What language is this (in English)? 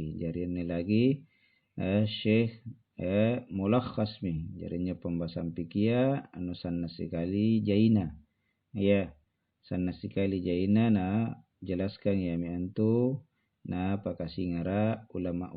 Makasar